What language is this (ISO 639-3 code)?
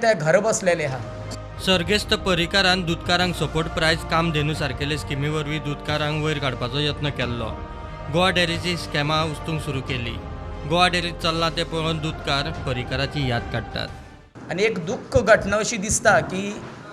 kok